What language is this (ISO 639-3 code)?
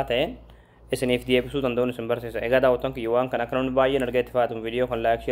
orm